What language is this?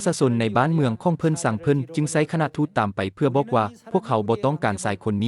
Lao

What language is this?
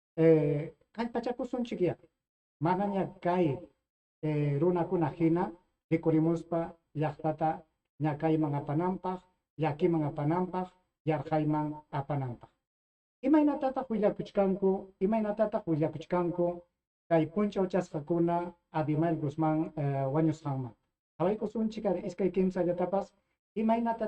Ayacucho Quechua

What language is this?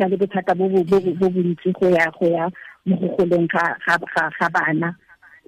Tswana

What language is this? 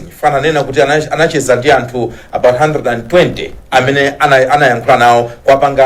Nyanja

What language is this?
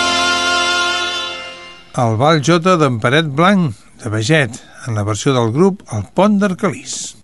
Catalan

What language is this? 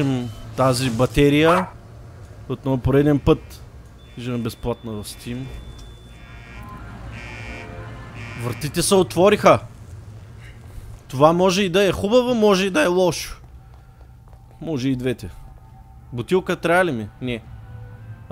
Bulgarian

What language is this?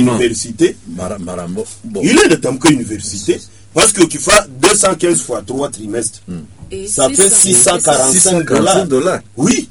Swahili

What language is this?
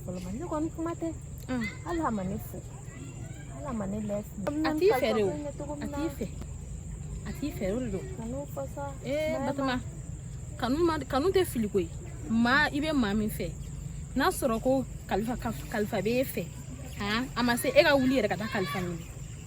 Bambara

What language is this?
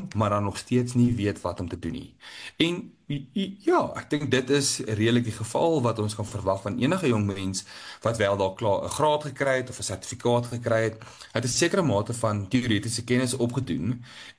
Afrikaans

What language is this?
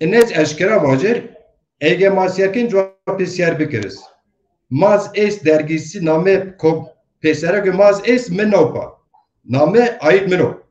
Zaza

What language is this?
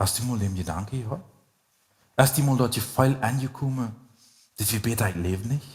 Plautdietsch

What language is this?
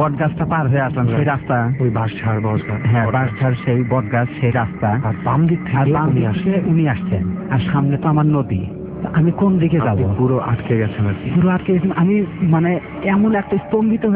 Bangla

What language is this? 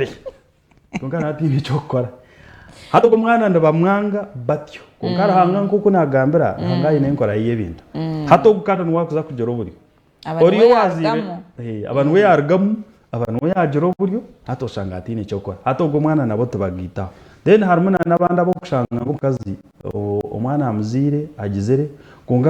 Nyankole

